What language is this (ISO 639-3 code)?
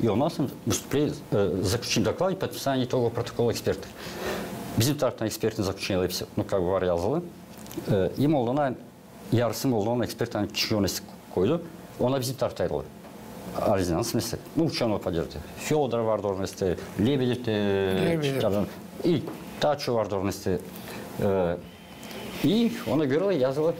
gag